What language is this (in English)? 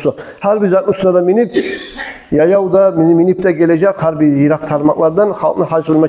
Kumyk